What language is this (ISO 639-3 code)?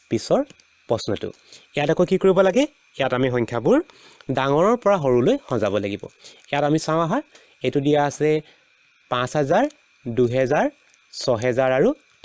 asm